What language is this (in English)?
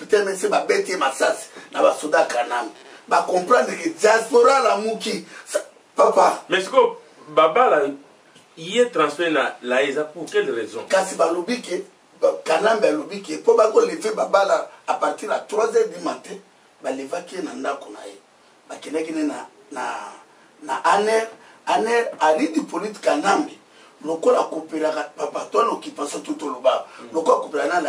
Lingala